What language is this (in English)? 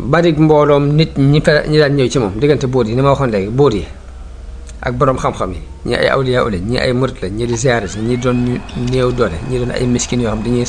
Wolof